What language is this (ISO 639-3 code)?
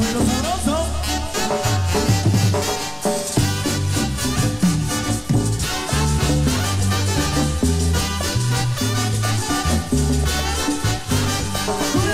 spa